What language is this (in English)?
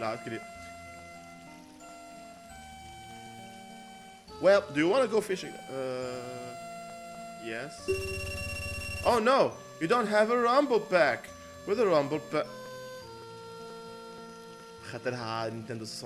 Tunisian Arabic